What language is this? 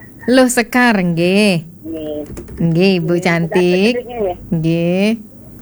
Balinese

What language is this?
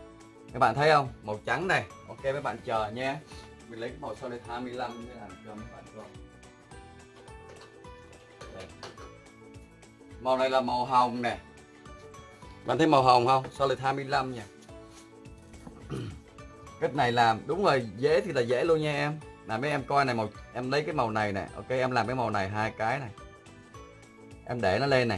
Vietnamese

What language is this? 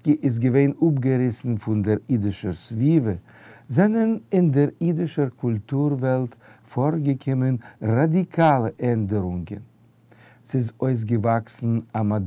Yiddish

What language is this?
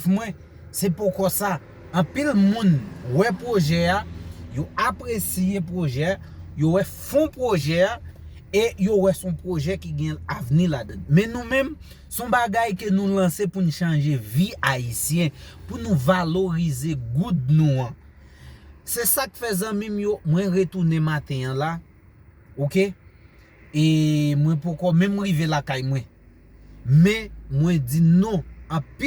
Haitian Creole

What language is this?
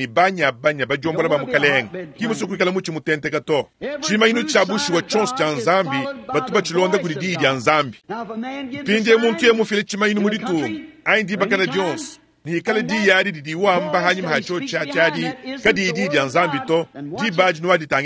Luba-Lulua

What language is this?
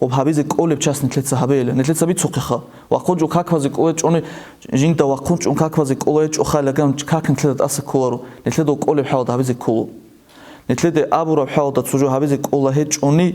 Avaric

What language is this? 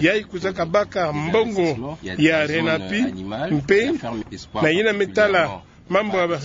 Kituba (Democratic Republic of Congo)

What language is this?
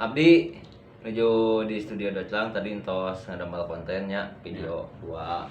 Sundanese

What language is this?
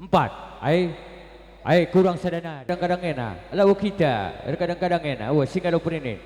Batak Karo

